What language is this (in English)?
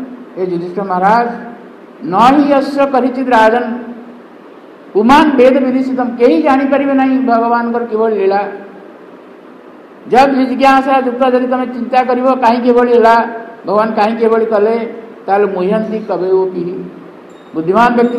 Odia